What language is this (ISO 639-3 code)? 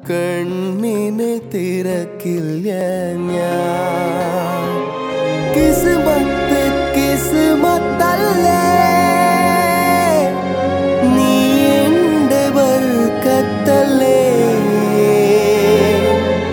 mal